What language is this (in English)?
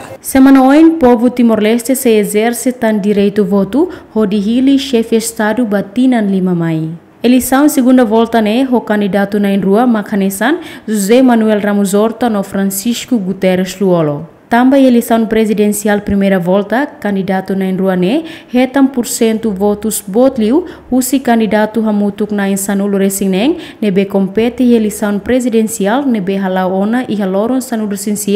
Tetum